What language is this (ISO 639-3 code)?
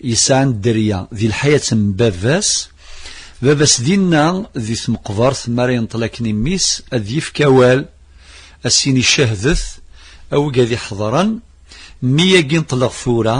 kab